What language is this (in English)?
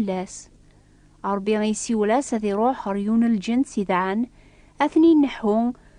Kabyle